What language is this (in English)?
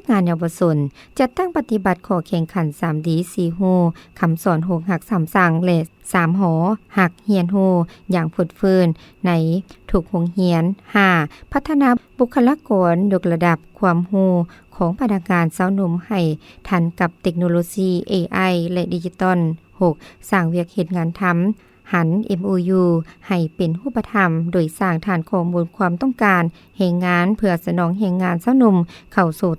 Lao